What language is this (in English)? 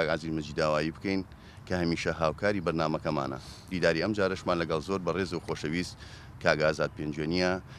Central Kurdish